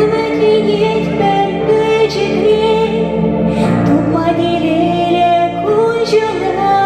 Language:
Chuvash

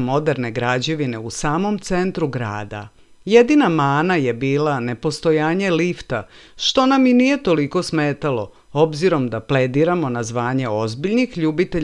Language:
Serbian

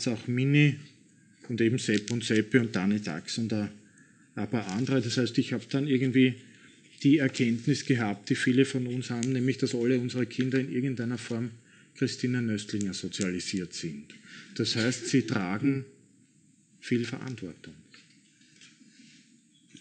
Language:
German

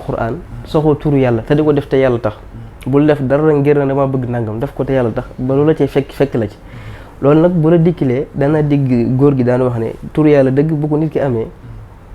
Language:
Wolof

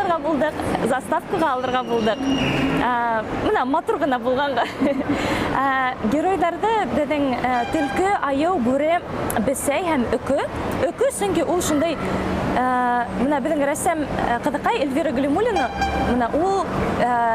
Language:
Bashkir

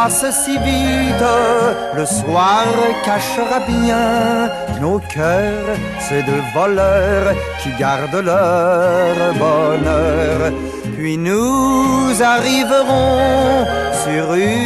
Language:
French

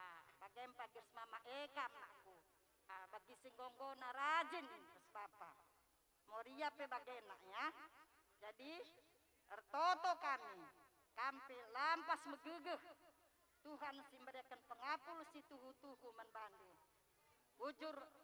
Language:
Batak Karo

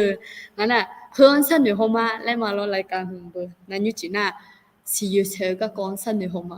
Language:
Akha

